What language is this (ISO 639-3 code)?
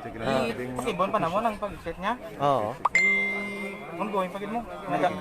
hil